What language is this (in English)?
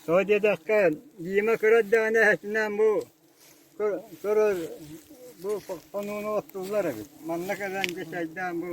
Yakut